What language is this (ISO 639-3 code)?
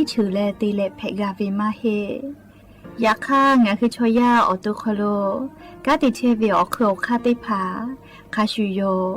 lhu